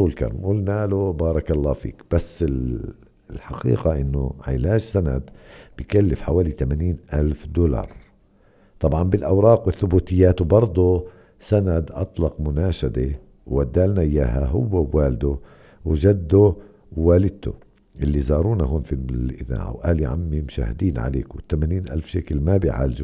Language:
North Levantine Arabic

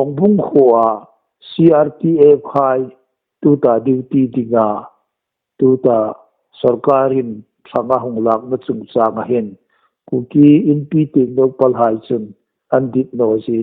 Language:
Hmar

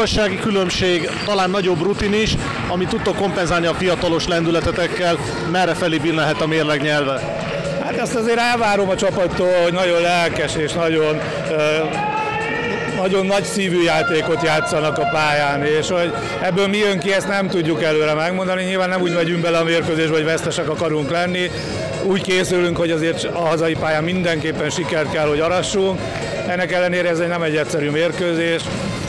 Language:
Hungarian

